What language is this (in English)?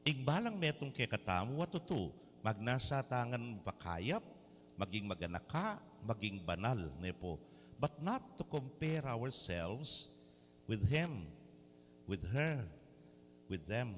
Pampanga